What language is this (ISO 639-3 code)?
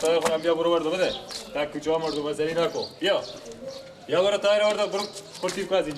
fas